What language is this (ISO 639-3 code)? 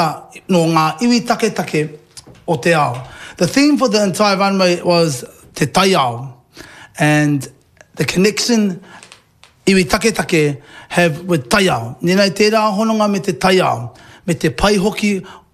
mri